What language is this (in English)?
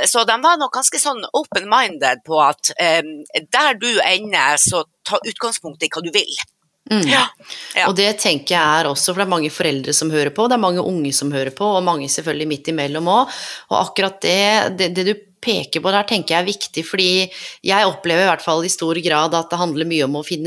Norwegian